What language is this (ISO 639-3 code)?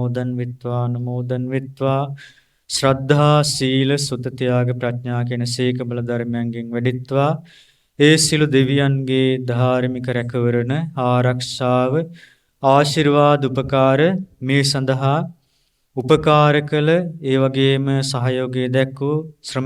sin